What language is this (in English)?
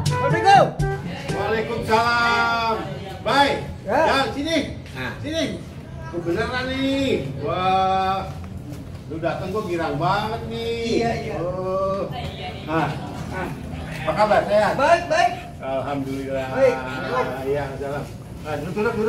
Betawi